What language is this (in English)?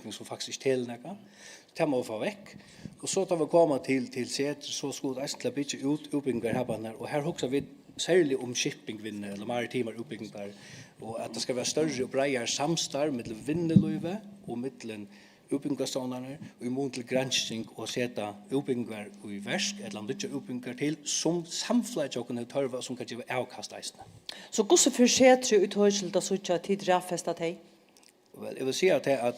Faroese